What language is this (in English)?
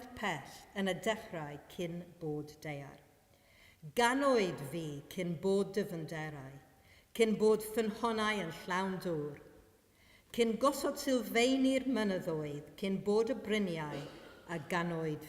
Welsh